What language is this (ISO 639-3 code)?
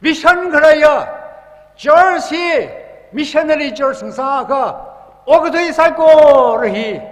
nmf